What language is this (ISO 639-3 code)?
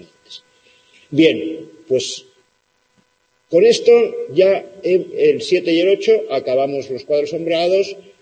spa